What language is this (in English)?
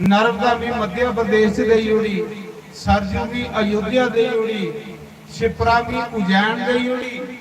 Dogri